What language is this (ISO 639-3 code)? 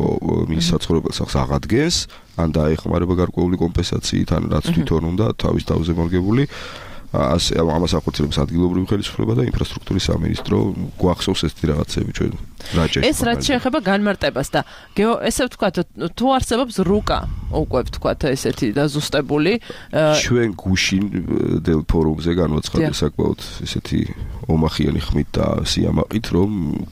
kat